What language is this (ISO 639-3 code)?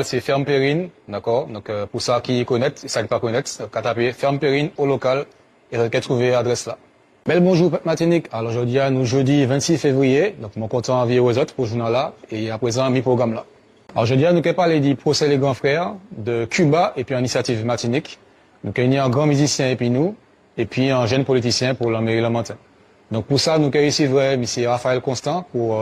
gcf